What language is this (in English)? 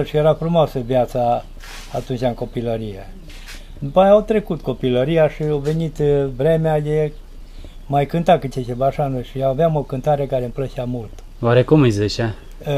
Romanian